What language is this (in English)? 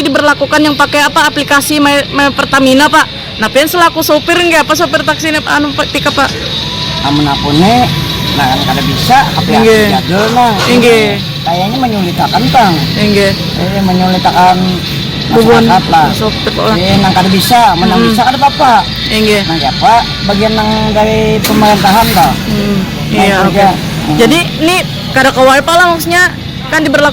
Banjar